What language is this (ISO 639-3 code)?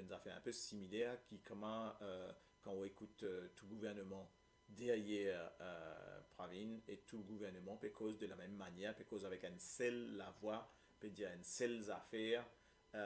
mfe